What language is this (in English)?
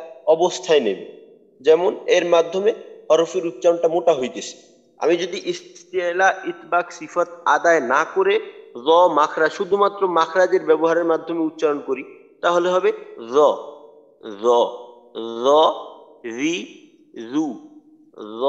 Bangla